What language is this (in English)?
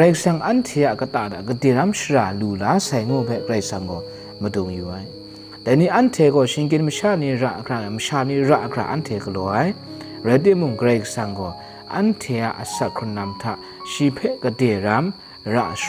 Kachin